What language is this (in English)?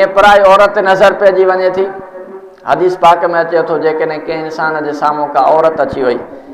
Sindhi